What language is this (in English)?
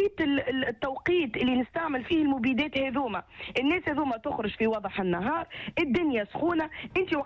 Tunisian Arabic